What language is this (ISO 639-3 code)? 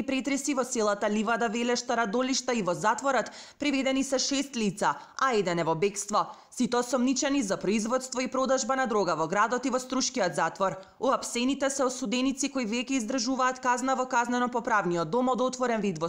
mkd